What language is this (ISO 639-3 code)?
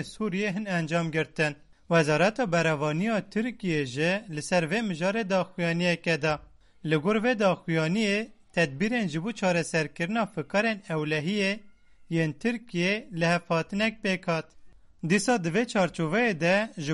kur